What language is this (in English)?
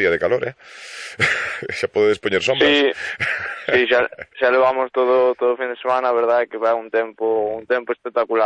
Galician